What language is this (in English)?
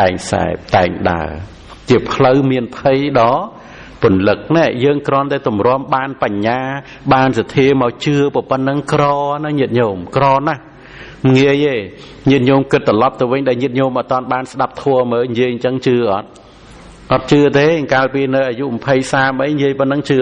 Khmer